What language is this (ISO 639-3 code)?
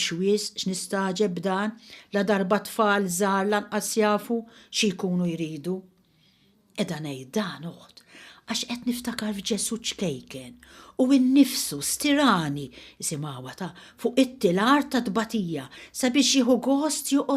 mlt